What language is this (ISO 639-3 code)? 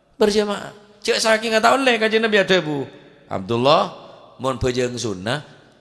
mad